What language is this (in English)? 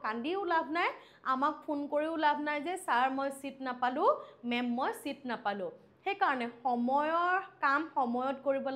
Assamese